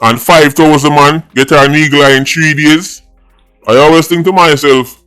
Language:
Jamaican Creole English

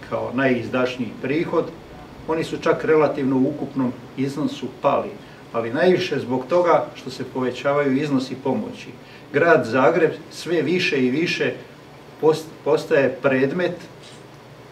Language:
Croatian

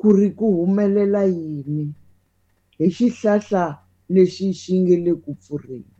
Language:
Tsonga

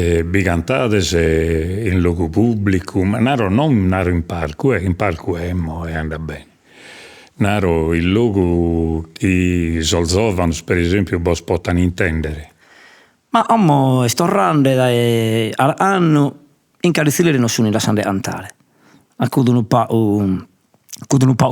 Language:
Sardinian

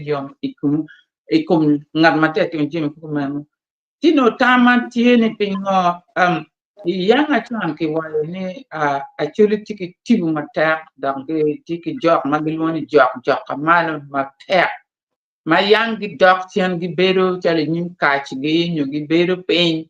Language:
Acoli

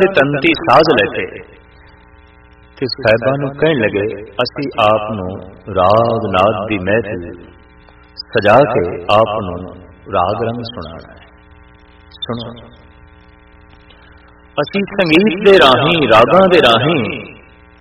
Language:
Punjabi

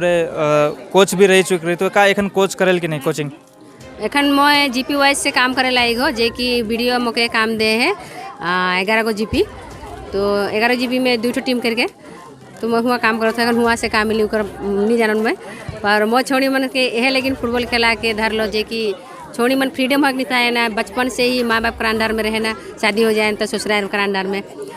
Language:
Sadri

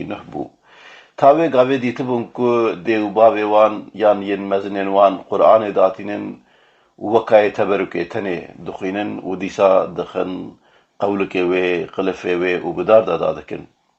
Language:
Kurdish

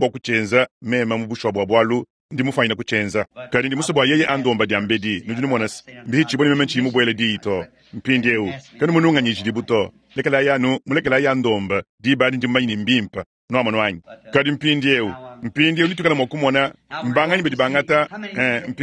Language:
Luba-Lulua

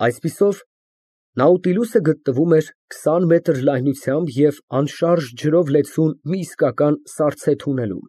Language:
Armenian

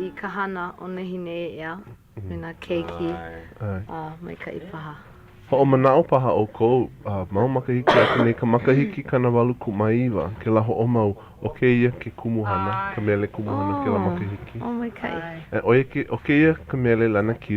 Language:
Hawaiian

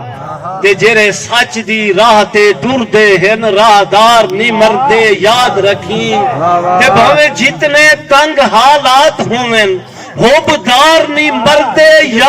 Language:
Saraiki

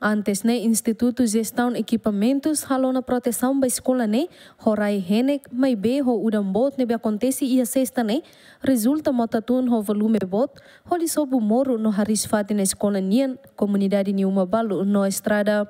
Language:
Tetum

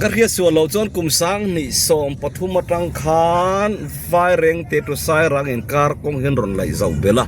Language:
Mizo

